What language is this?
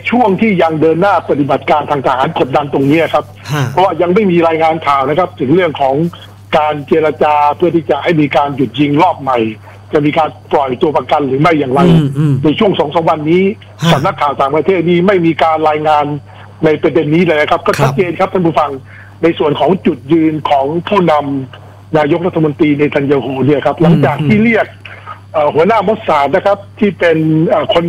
Thai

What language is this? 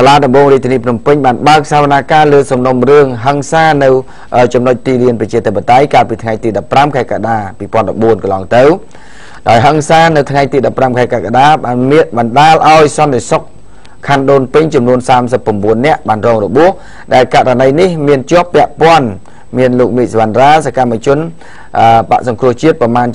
Khmer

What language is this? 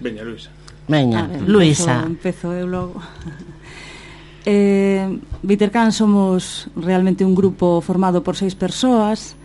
Galician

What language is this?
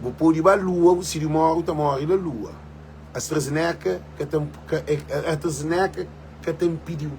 Kabuverdianu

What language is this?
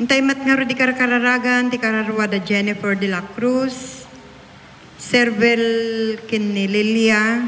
Iloko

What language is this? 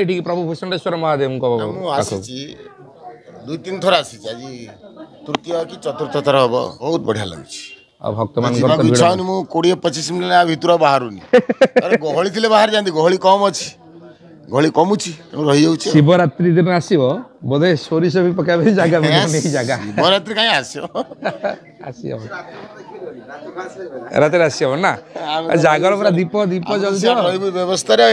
Odia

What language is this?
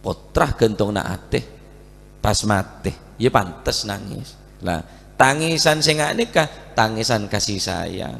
Madurese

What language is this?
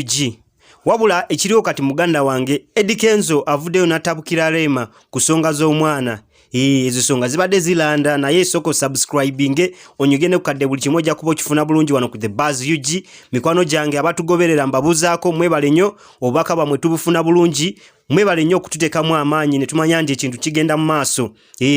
Ganda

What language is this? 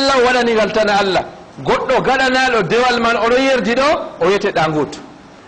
Fula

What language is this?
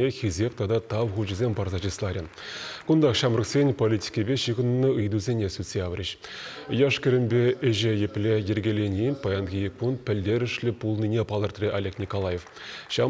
Chuvash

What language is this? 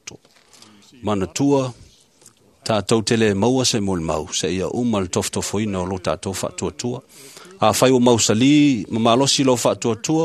Samoan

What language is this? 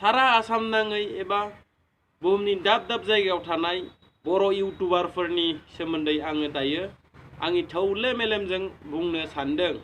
Bodo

